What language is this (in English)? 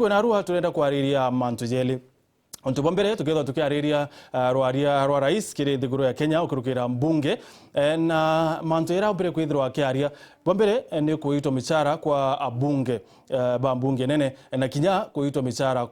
Meru